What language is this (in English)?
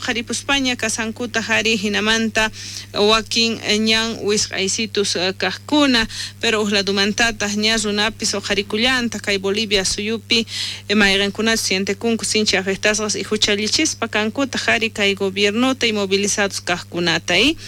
South Bolivian Quechua